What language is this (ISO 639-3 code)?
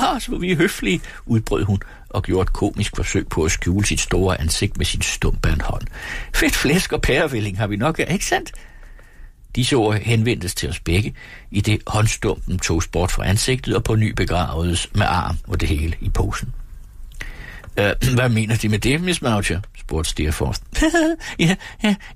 dan